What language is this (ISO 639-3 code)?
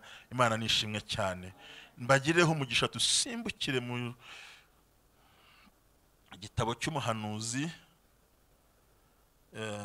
kin